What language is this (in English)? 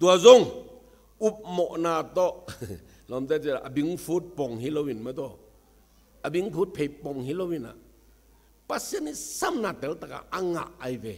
Tedim Chin